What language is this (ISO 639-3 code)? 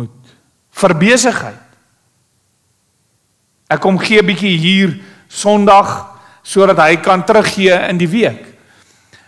afr